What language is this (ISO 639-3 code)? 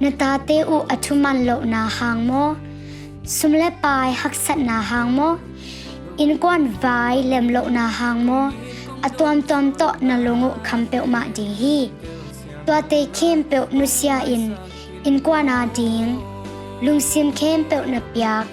ctd